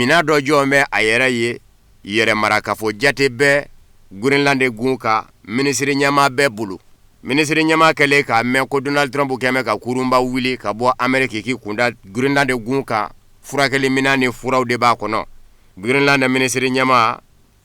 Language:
Bambara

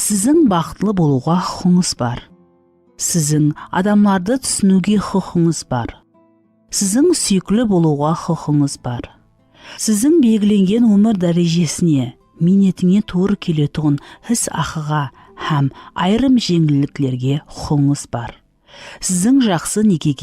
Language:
Kara-Kalpak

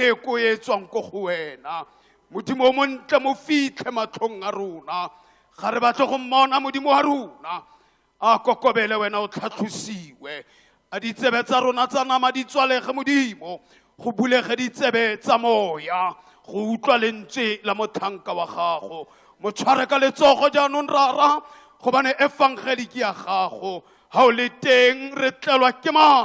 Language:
Tswana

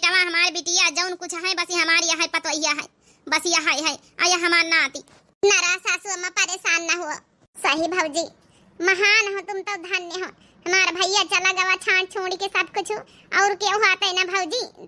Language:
Awadhi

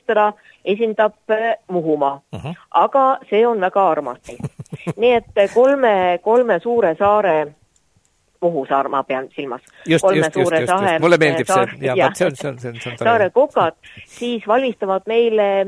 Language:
Estonian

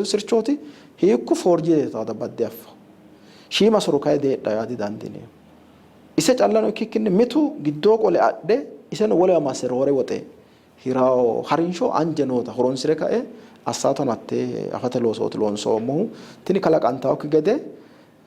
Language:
Sidamo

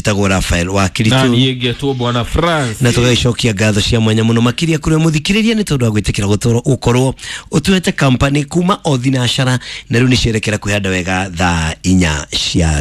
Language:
Kikuyu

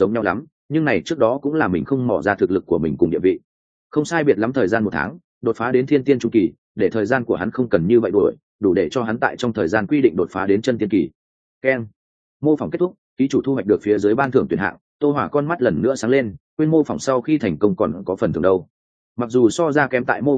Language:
Vietnamese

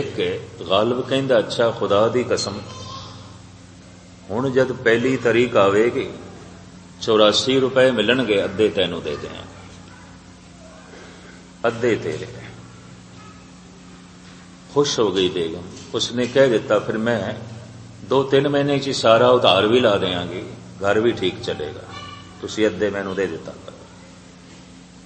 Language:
Punjabi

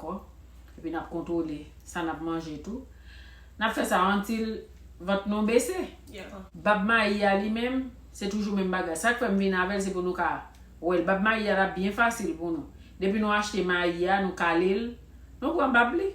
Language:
Haitian Creole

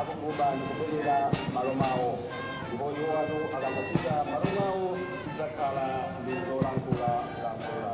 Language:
Nyanja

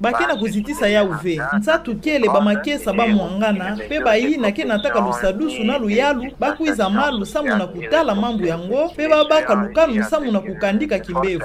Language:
Kituba (Democratic Republic of Congo)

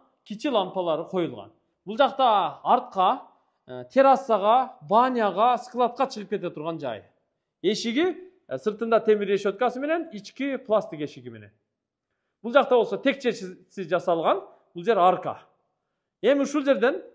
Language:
Kyrgyz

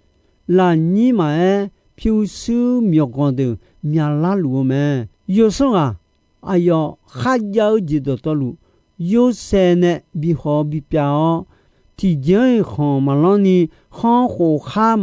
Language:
Akha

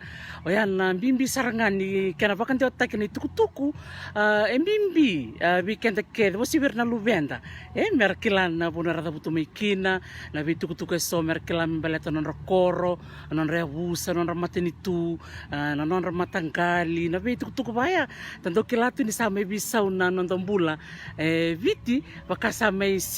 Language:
Fijian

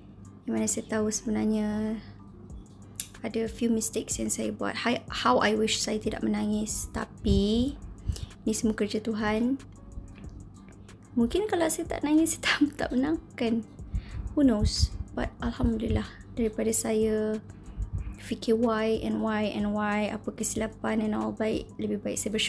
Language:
Malay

